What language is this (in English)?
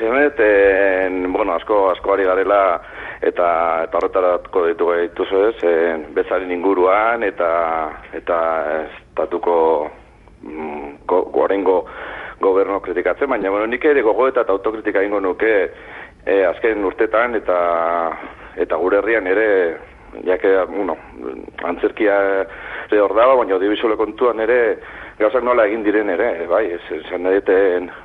Basque